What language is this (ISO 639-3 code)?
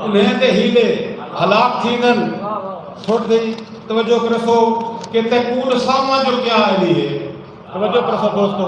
skr